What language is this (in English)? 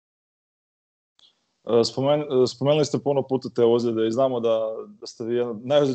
Croatian